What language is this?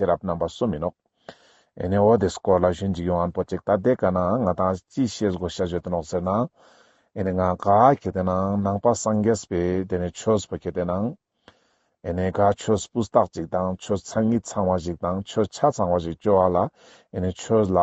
Ladakhi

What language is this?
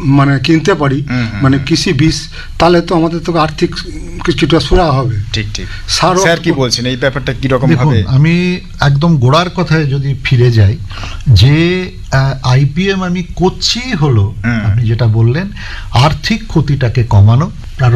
Bangla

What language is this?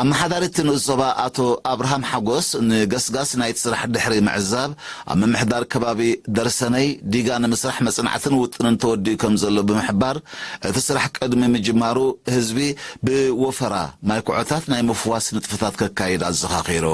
Tigrinya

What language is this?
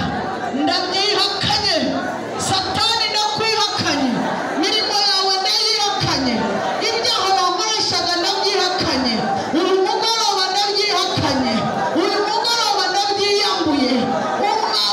Kinyarwanda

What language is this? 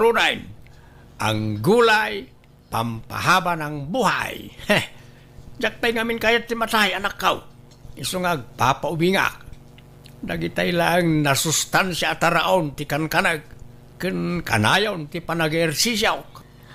Iloko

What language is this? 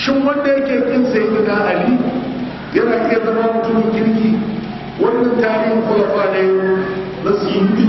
Hausa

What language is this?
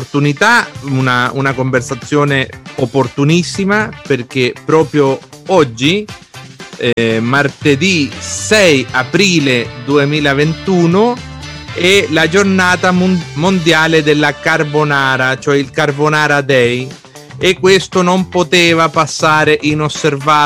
Italian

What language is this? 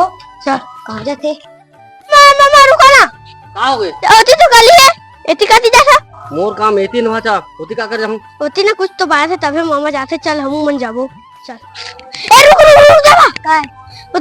Chhattisgarhi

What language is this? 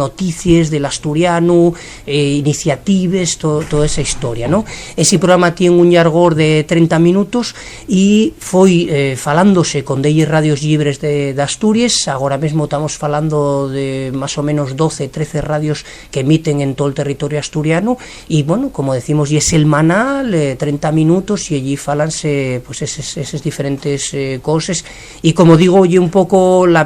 Asturian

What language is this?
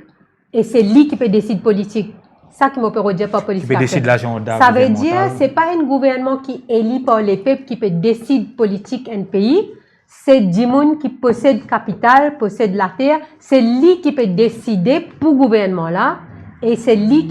Morisyen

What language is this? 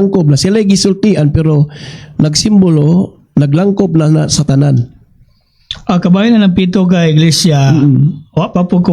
Cebuano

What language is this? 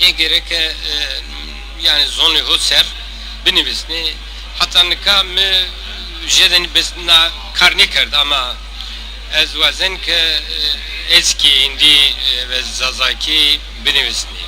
Zaza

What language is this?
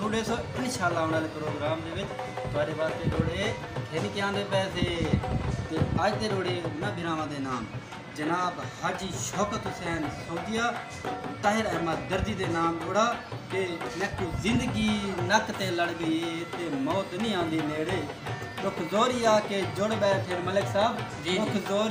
Saraiki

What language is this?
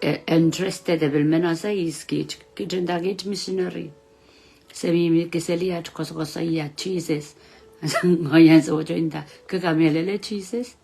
Pohnpeian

